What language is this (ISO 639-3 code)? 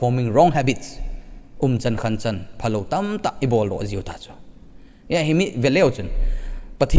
tcz